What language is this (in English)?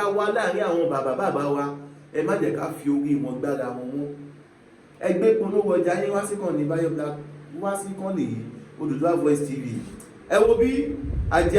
Yoruba